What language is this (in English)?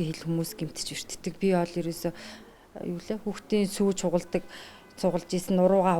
Mongolian